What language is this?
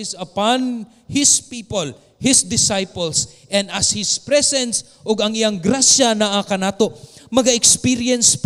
Cebuano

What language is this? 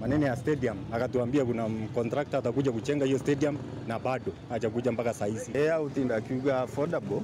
Meru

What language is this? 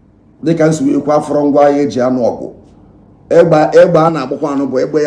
Igbo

